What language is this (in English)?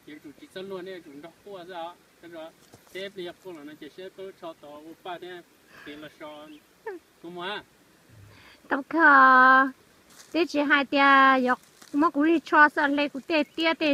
Vietnamese